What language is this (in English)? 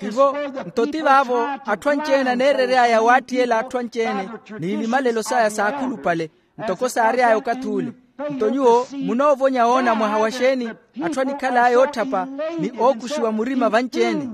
Makhuwa